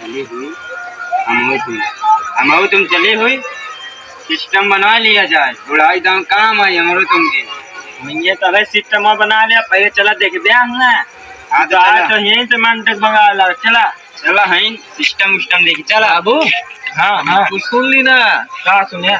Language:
Awadhi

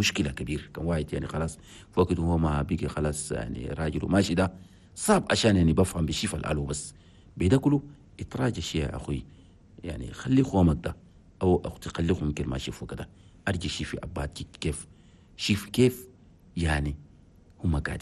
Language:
Chadian Arabic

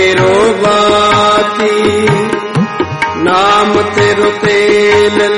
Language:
Punjabi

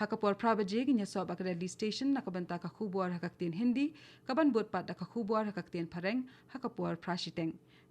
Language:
Khasi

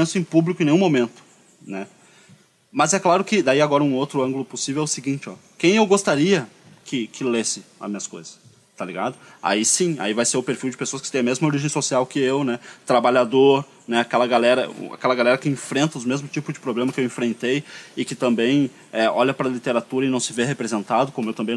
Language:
Portuguese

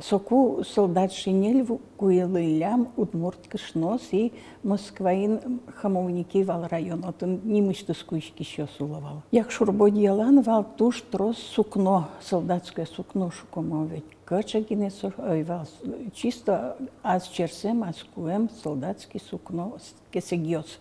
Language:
Udmurt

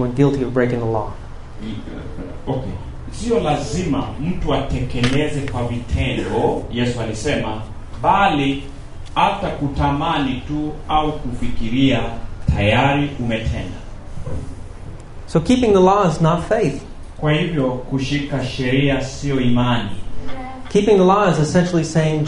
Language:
Swahili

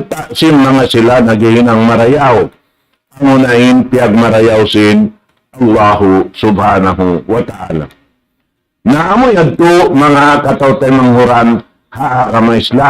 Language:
Tausug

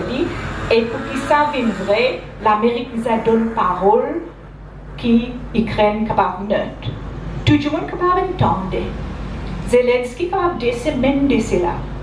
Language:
Morisyen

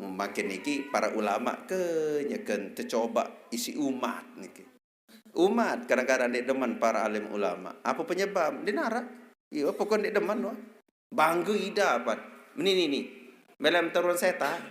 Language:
Sasak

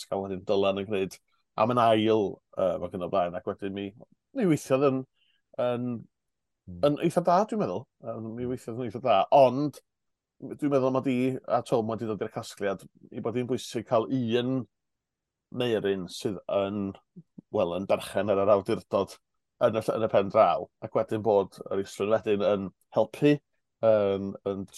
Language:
Welsh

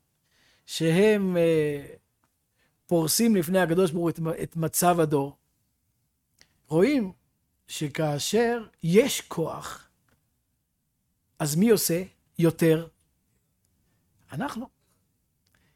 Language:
Hebrew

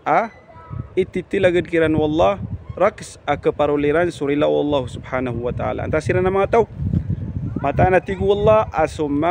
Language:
Maranao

